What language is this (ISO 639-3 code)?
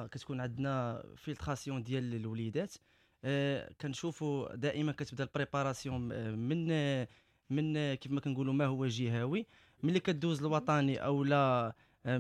ary